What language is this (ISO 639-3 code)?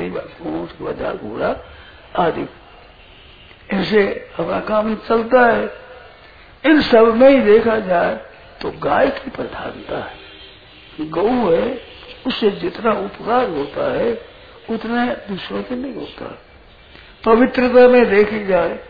hin